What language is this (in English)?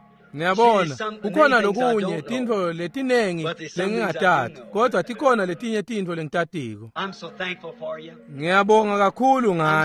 Swati